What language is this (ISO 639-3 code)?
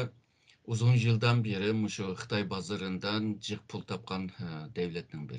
uig